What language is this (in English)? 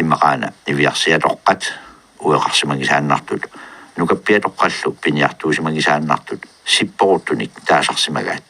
Kalaallisut